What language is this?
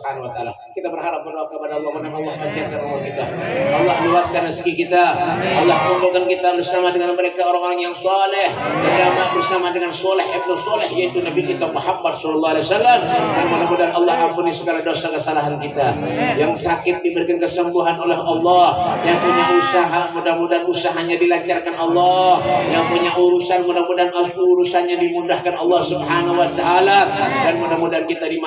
Banjar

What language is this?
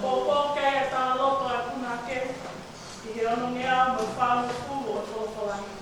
Tongan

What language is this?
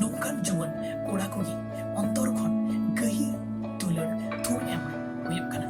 Santali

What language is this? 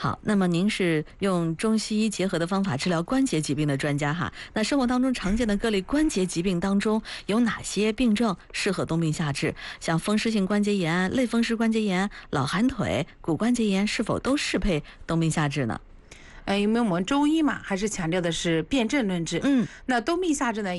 Chinese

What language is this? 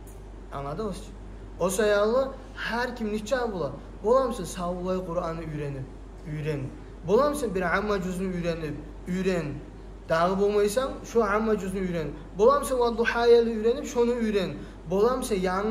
Kumyk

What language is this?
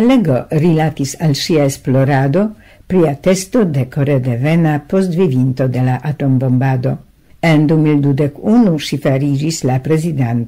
Esperanto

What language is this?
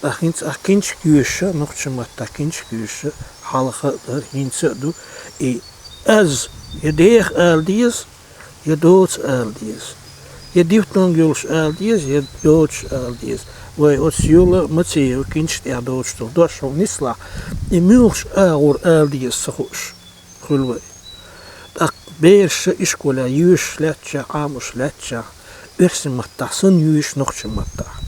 Chechen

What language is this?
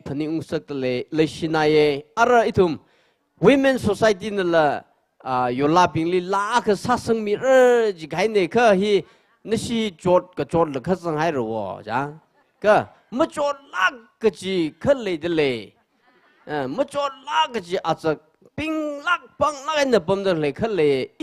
Tangkhul Naga (India)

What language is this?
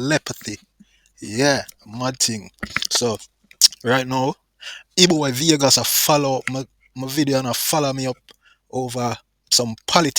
Jamaican Creole English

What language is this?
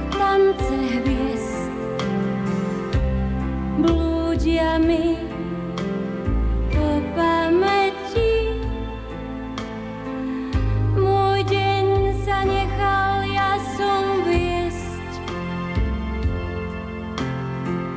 Slovak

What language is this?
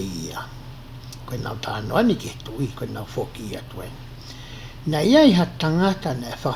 Tongan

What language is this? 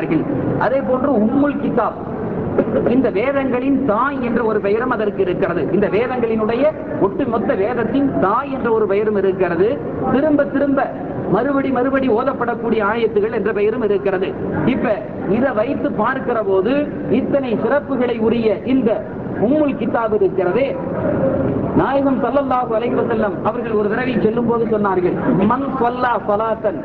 Tamil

